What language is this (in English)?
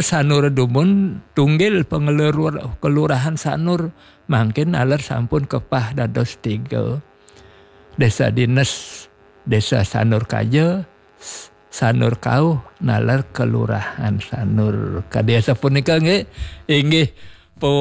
Balinese